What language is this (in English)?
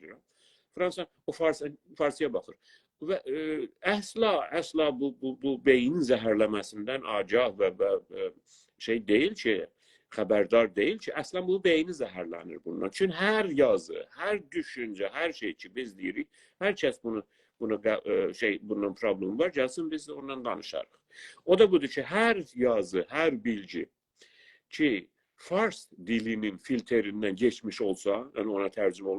South Azerbaijani